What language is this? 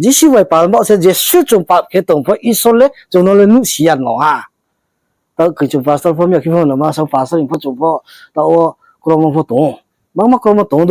Riang (India)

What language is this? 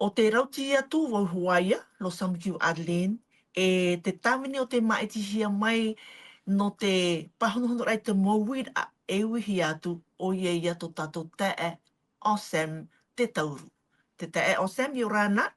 Tahitian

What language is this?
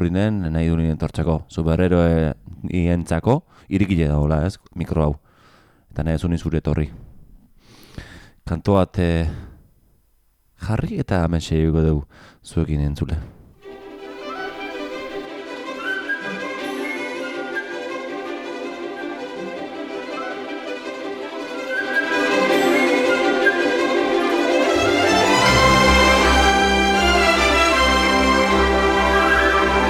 Basque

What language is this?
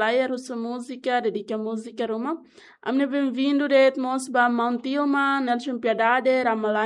Tetum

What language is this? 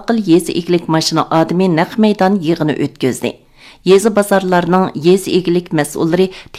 Uyghur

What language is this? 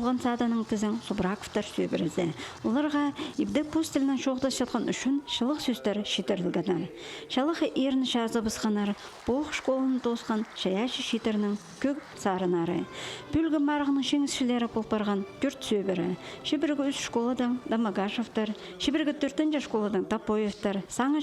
Khakas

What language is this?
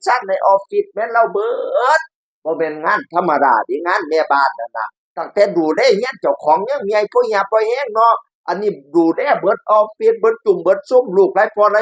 Northeastern Thai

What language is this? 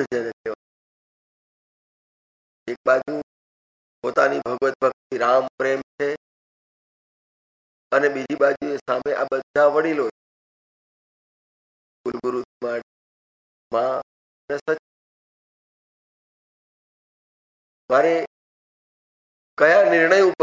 Gujarati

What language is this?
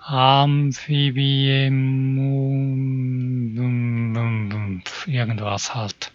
Swiss German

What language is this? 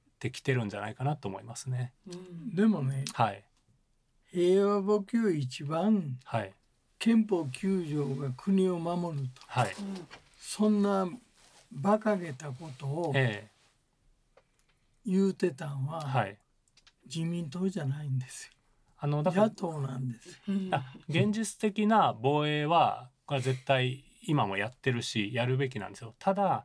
Japanese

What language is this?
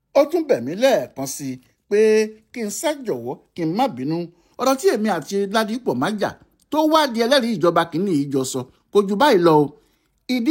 Yoruba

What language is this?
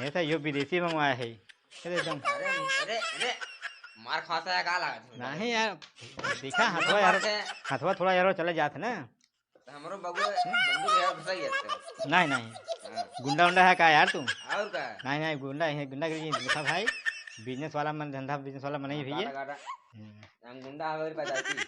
Awadhi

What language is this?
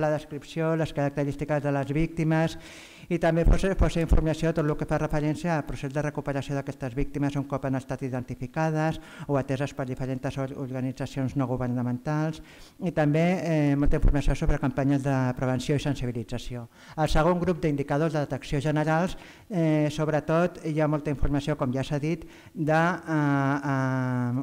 Catalan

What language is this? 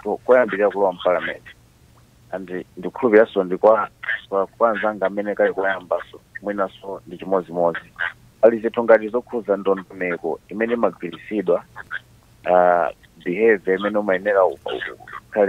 Nyanja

